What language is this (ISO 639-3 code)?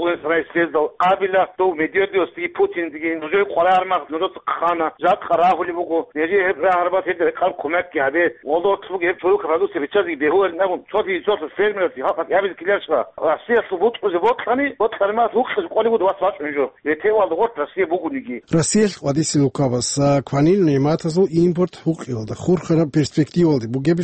ava